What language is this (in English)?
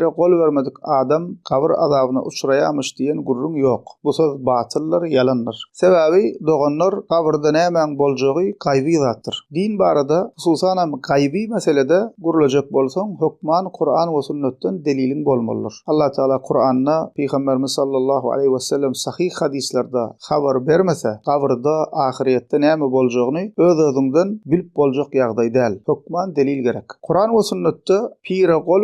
Turkmen